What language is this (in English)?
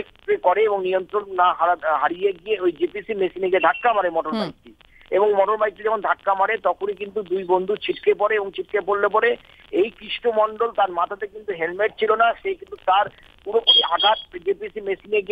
Bangla